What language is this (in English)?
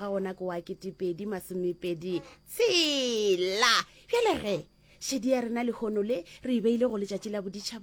Northern Sotho